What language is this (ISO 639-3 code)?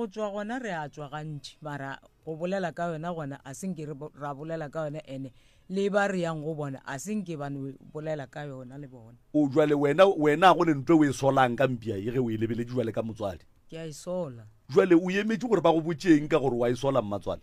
nso